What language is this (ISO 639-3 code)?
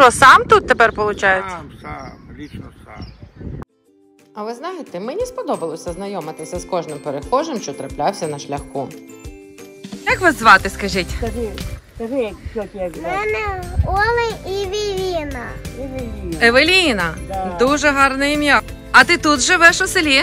ukr